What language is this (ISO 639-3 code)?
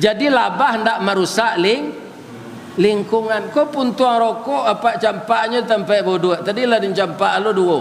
min